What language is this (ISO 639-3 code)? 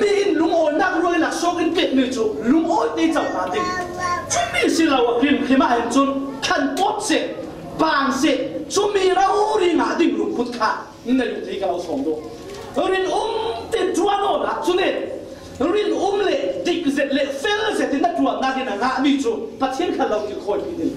cfm